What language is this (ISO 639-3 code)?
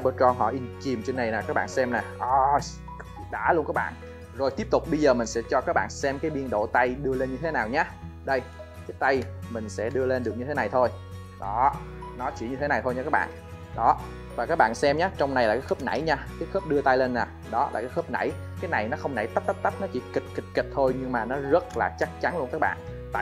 vie